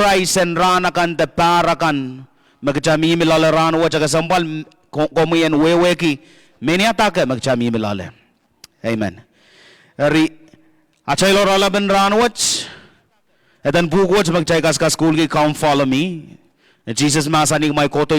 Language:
Pohnpeian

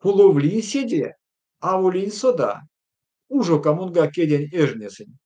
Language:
Erzya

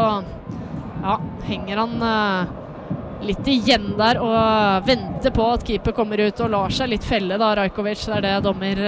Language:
Norwegian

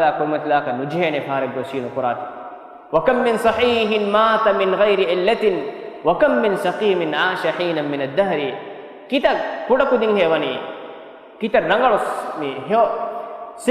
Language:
Divehi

